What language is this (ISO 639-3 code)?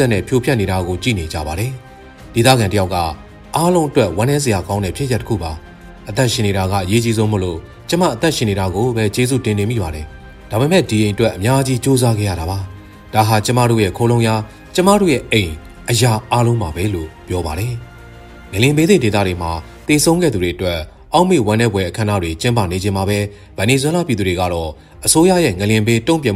mya